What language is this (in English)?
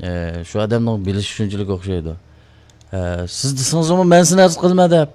Uyghur